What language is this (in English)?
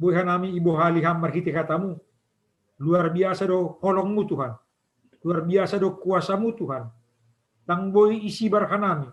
Batak Simalungun